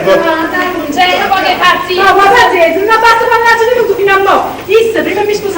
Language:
Neapolitan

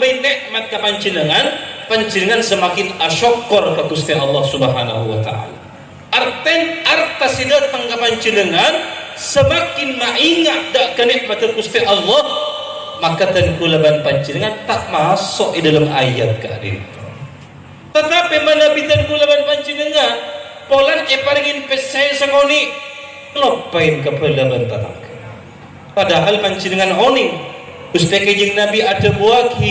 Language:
Madurese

